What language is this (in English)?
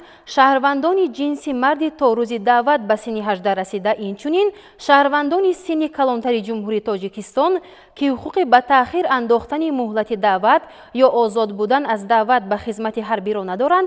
Tajik